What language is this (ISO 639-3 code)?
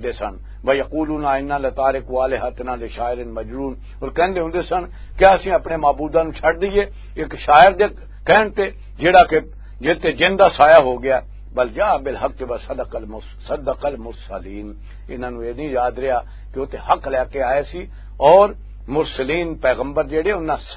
lah